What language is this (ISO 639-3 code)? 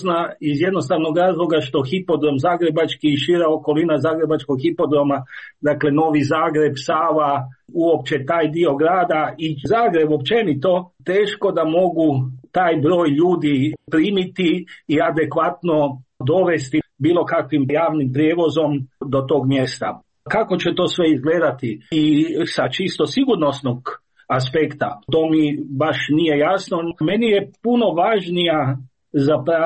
hrv